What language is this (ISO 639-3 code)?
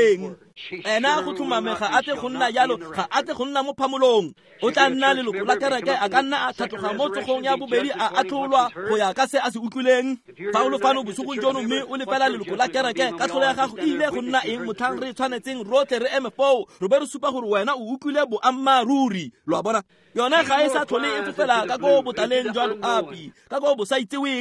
tsn